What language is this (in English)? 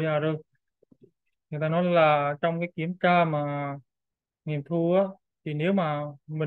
Vietnamese